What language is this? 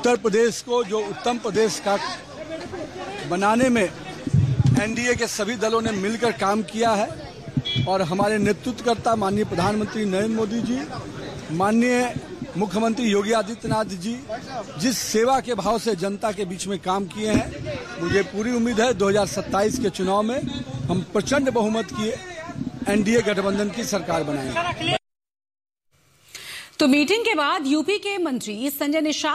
Hindi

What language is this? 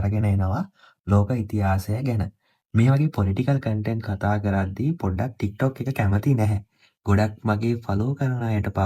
Sinhala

